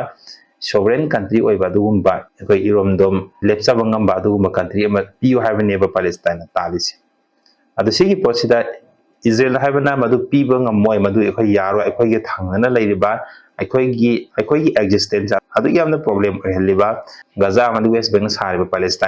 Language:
Manipuri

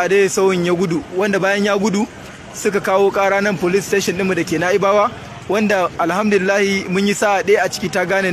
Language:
Hausa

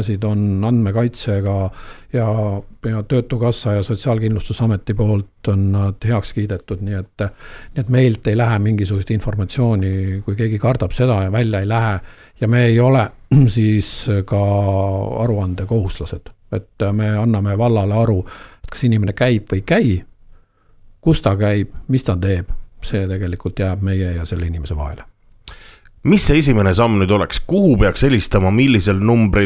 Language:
Estonian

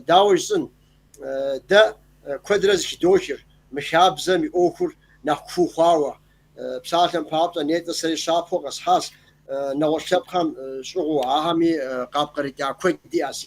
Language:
Kabardian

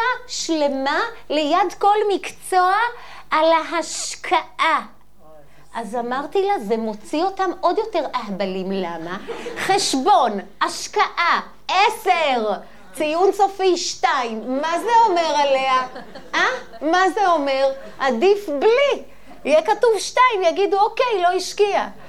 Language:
Hebrew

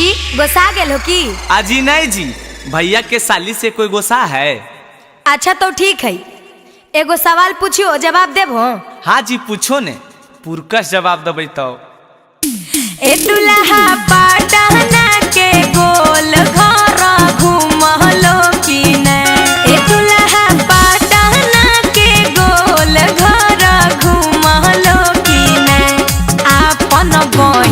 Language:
Magahi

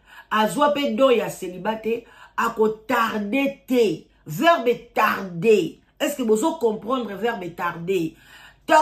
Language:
Lingala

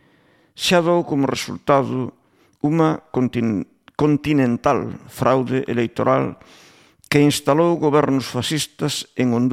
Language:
Galician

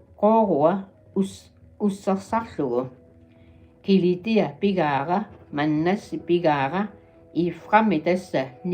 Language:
Kalaallisut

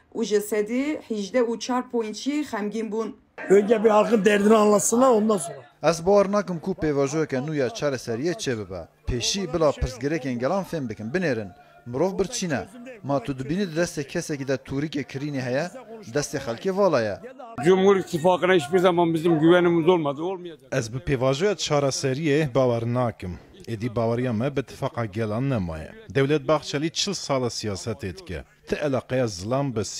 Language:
Kurdish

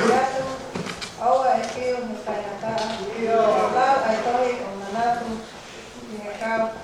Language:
Tongan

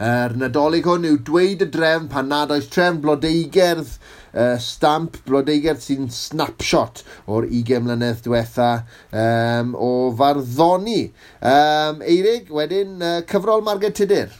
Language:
Welsh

